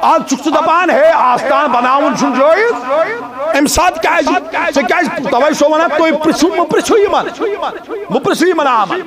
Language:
Kashmiri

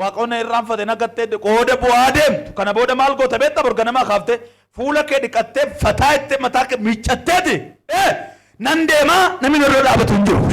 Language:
Oromo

